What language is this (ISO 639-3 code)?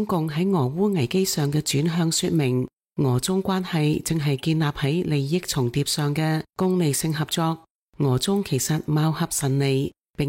yue